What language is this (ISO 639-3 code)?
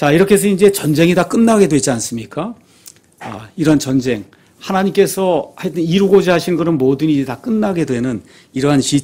kor